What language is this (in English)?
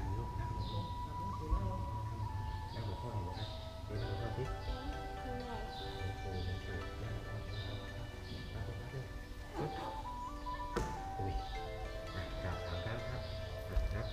Thai